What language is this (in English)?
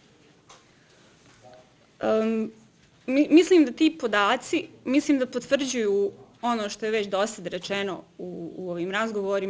Bosnian